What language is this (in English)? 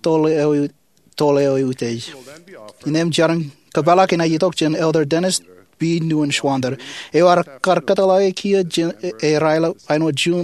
Marshallese